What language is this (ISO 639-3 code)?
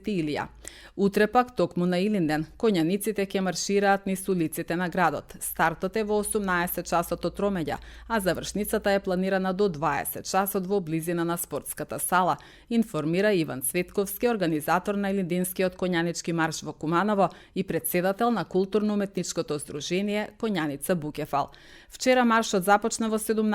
mkd